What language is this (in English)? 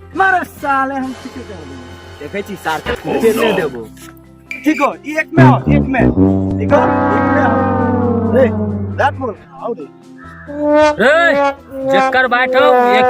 Maithili